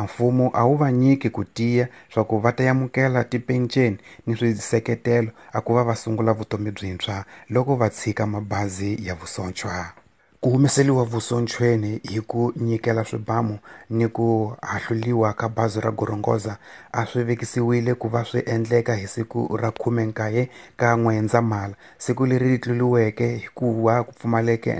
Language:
Tsonga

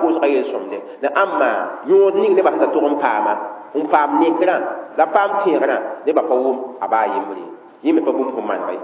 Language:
Mossi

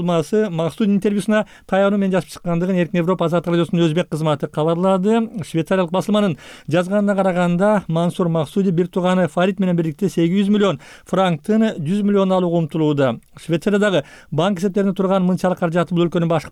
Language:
Kyrgyz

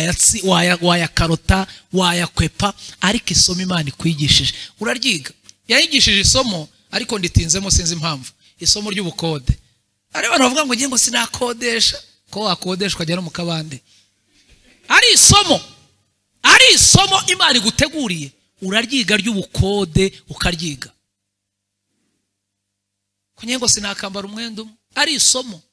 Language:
Kinyarwanda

